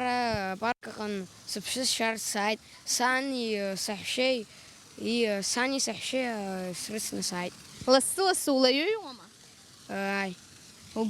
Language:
Abkhazian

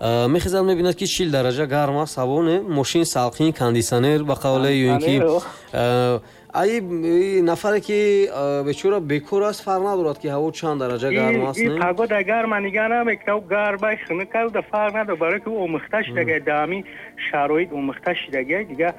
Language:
Tajik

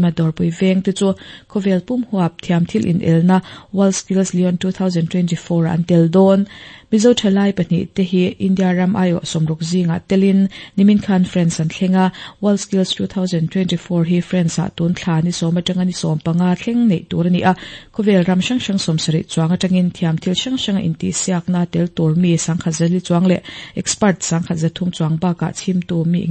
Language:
Mizo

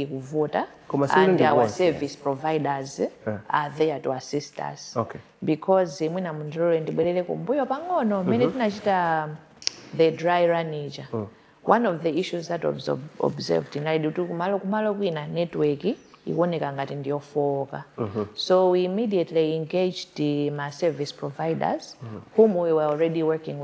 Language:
Nyanja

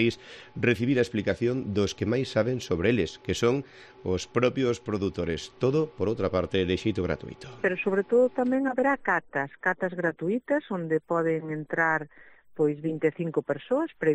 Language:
Galician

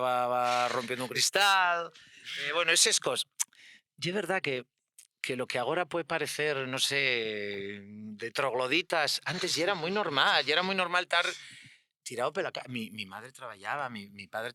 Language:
Asturian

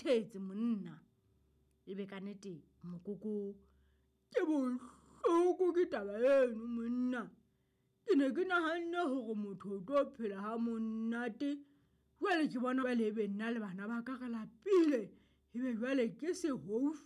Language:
Southern Sotho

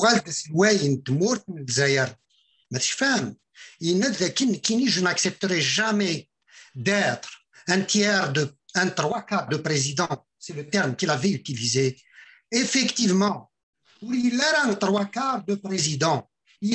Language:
Kabyle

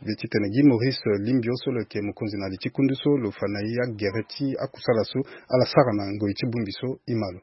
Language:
Sango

